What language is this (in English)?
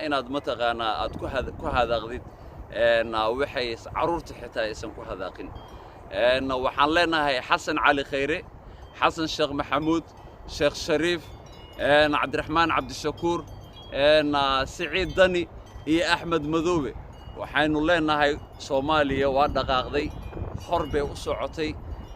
Somali